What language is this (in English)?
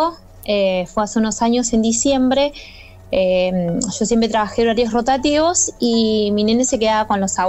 Spanish